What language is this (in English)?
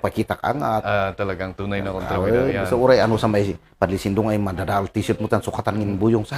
Kankanaey